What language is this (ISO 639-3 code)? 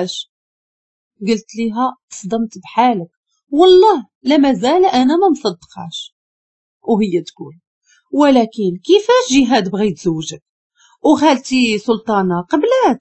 ary